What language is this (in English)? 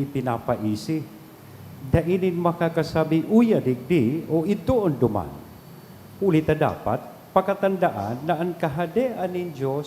Bikol